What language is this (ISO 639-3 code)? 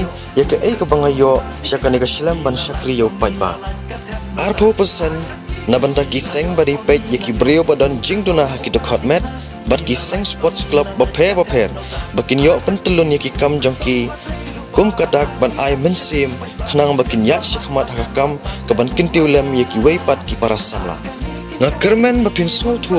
kha